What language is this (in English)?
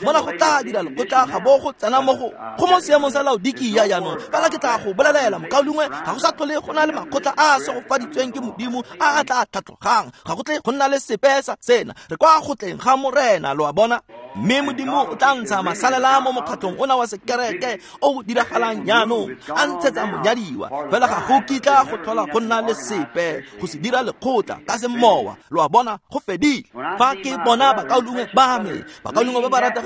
Tswana